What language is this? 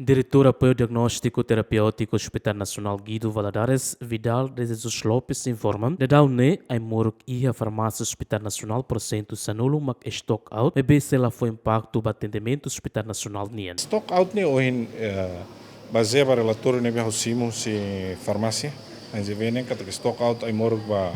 Tetum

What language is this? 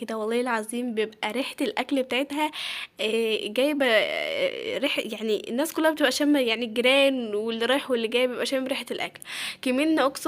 Egyptian Arabic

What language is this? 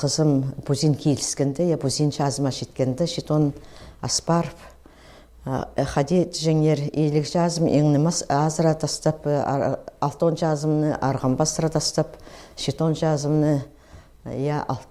Khakas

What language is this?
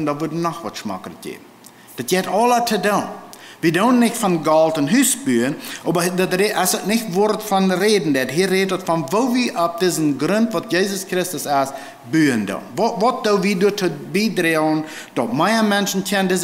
Plautdietsch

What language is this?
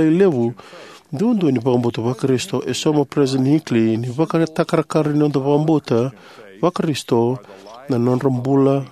Fijian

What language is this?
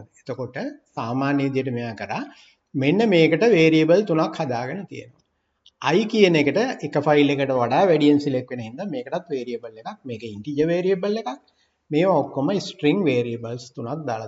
Sinhala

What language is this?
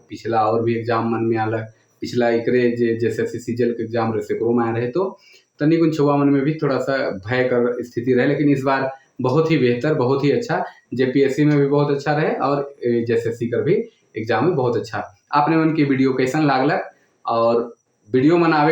Sadri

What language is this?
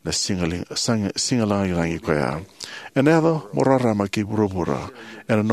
Fijian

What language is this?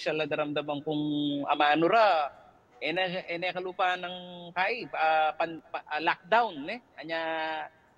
Pampanga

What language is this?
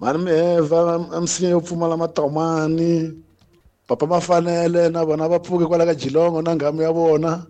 Tsonga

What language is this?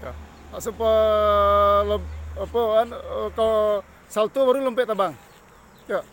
Minangkabau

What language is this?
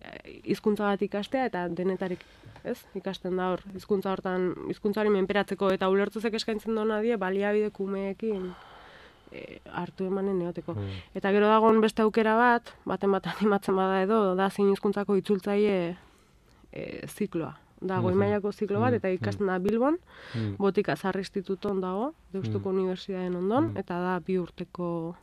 Basque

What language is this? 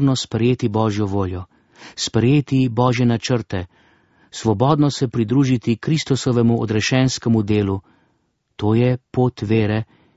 Slovenian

